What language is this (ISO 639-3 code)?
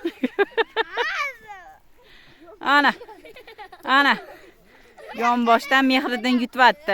uzb